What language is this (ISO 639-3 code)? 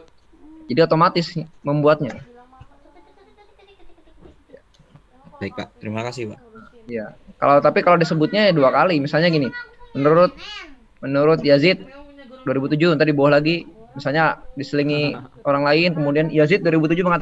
ind